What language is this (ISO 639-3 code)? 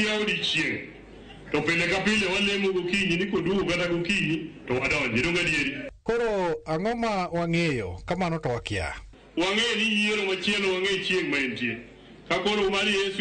luo